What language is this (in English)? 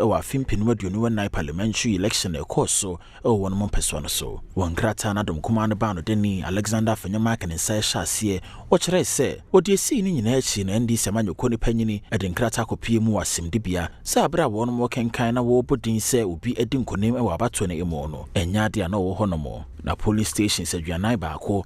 Akan